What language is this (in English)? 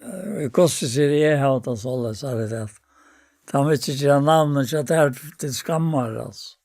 Faroese